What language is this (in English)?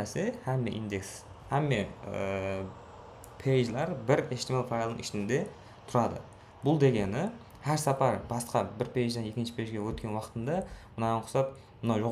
Kara-Kalpak